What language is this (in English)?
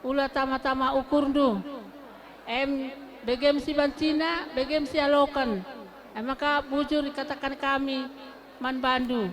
Batak Karo